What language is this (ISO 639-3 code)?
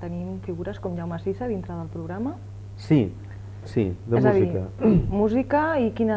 cat